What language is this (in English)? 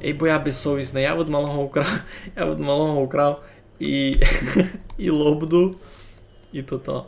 Rusyn